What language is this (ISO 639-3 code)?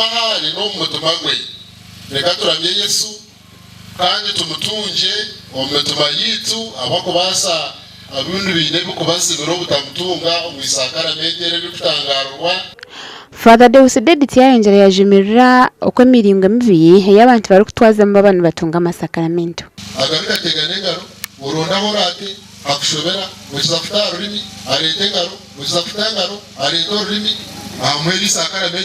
nyn